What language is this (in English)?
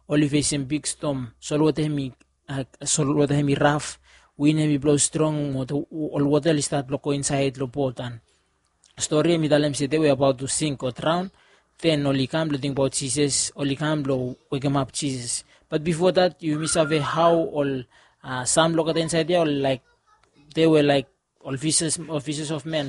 Bislama